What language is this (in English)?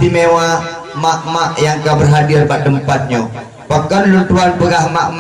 Achinese